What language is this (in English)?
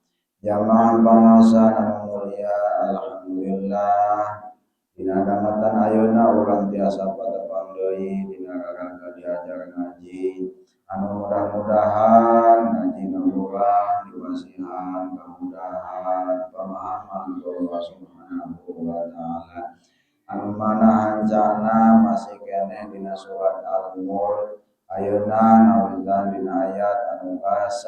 Sundanese